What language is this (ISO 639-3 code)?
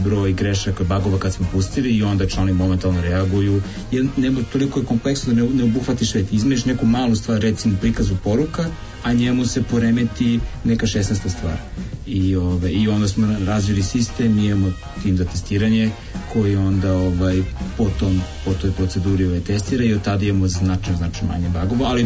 srp